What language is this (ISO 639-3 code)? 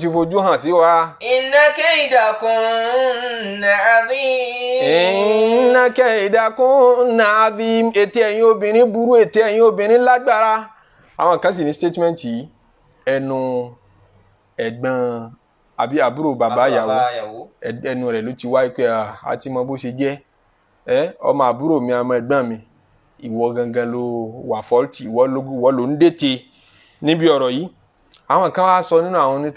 yor